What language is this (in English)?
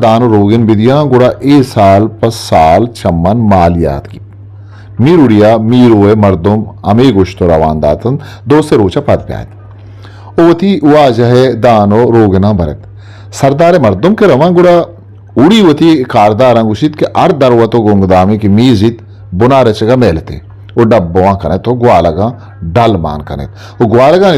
Eastern Balochi